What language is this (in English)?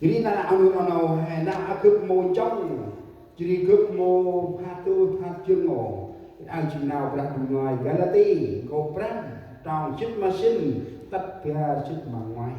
Central Mnong